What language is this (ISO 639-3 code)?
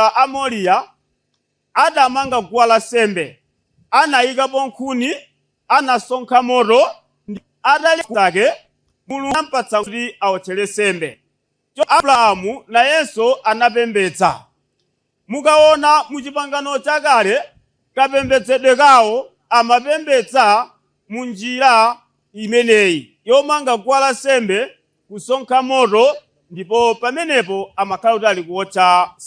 nya